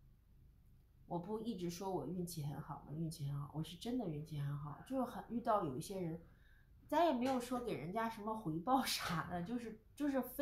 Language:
Chinese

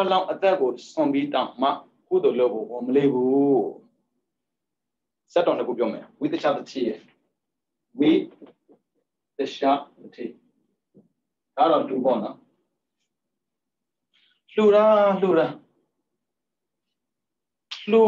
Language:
Burmese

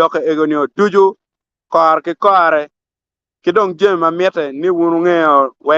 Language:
Acoli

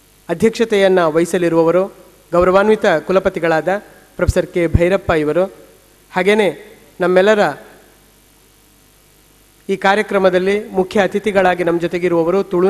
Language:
Kannada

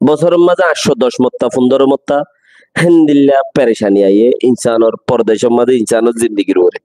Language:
Rohingya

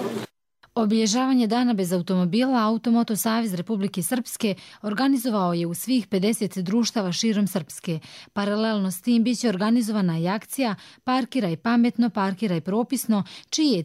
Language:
Croatian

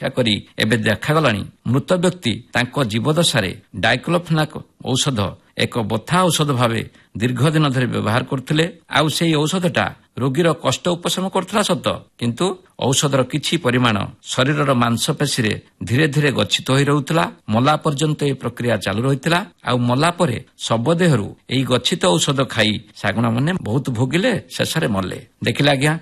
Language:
Odia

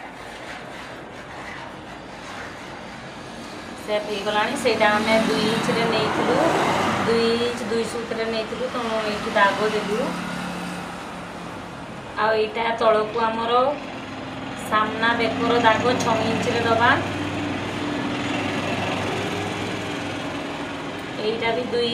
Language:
Odia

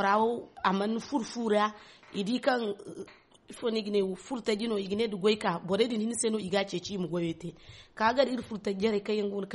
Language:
Zarma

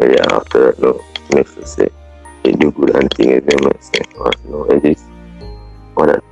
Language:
Jamaican Creole English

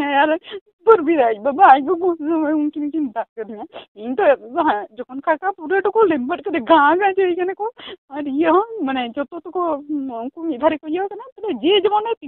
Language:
Santali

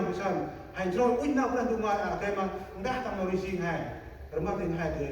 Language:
Central Mnong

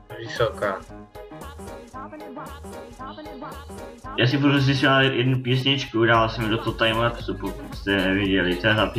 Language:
Czech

